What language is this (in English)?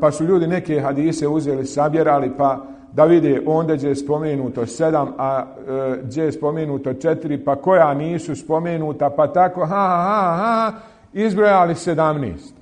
Bosnian